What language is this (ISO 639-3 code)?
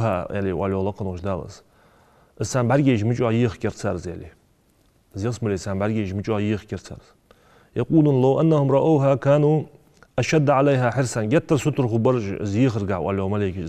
inh